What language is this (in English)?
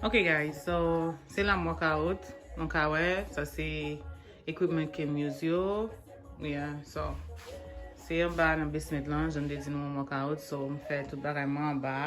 Haitian Creole